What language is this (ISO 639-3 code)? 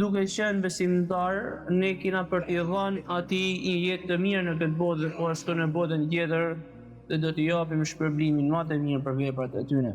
sqi